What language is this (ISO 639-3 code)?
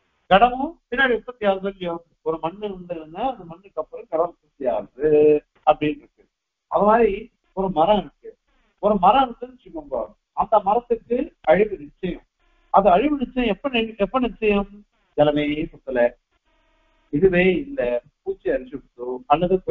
tam